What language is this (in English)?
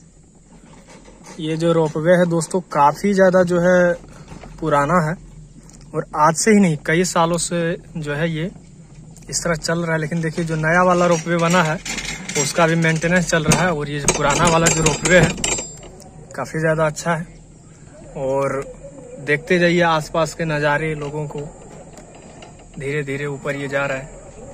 Hindi